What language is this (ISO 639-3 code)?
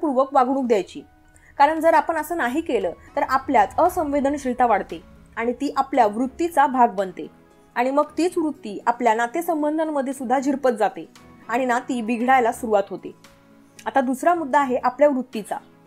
mar